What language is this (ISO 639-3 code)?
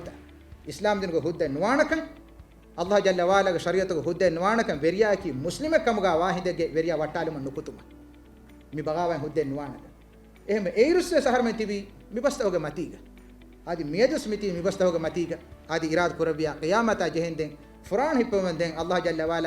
div